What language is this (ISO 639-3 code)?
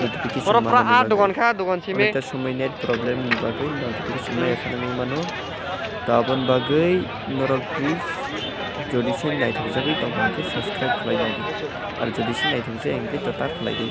trp